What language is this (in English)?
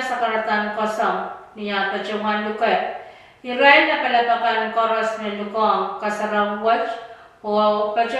Pohnpeian